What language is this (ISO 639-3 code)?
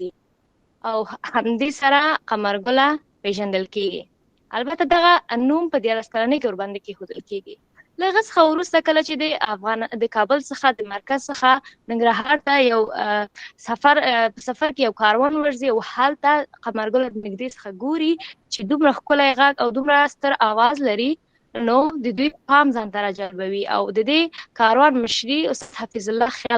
pus